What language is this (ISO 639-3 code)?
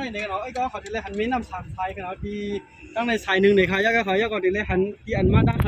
shn